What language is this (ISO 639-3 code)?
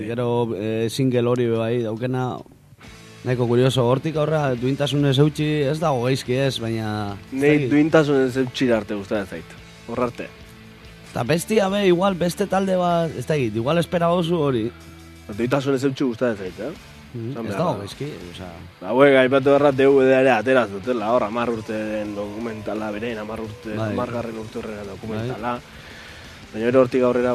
eus